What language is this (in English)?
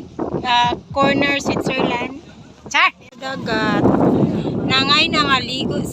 Cebuano